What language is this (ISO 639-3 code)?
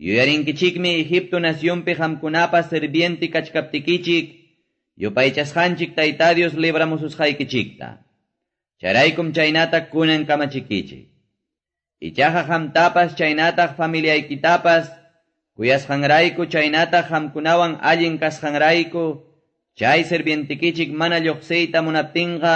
que